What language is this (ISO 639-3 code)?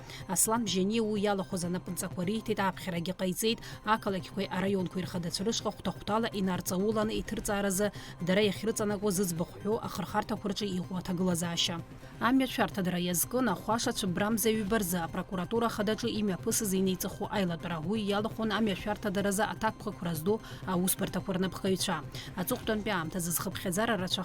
abk